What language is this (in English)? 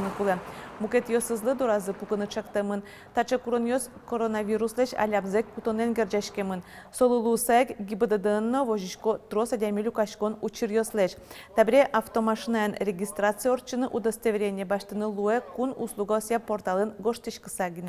Udmurt